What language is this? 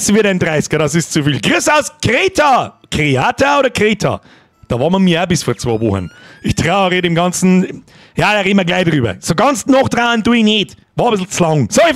Bavarian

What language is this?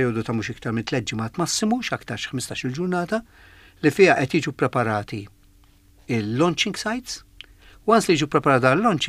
Maltese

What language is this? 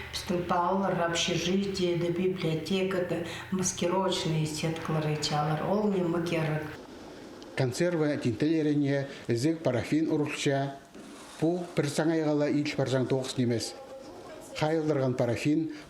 Khakas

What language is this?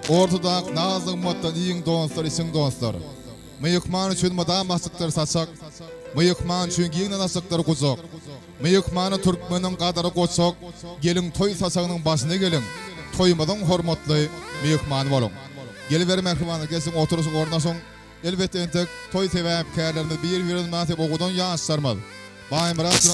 Turkmen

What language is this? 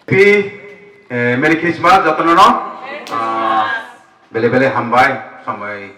Kok Borok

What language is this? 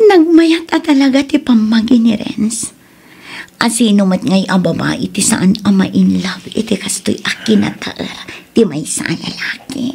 Iloko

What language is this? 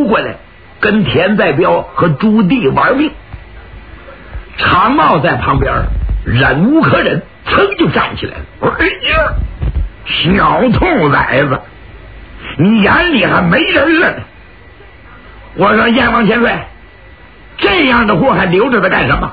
Chinese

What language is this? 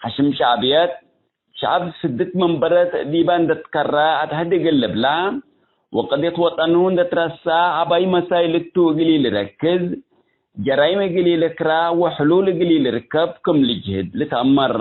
Tigre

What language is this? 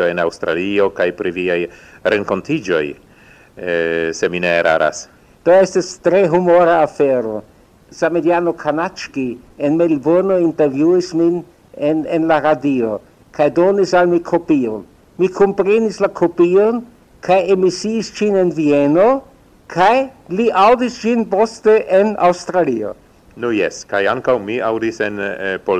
Esperanto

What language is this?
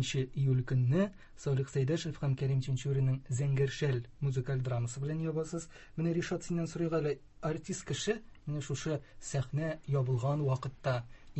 Tatar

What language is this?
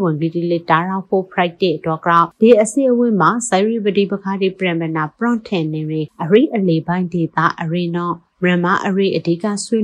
Burmese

